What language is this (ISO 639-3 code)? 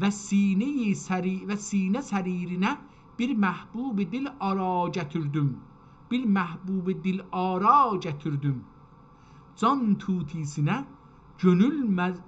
azb